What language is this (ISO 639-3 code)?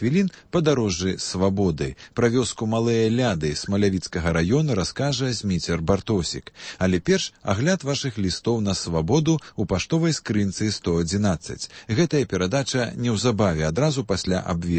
bel